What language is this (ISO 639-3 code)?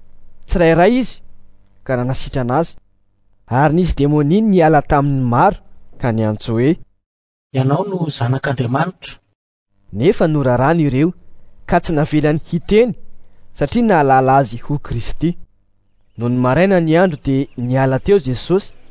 mlg